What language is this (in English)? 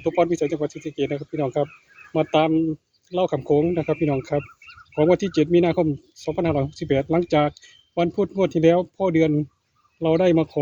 Northeastern Thai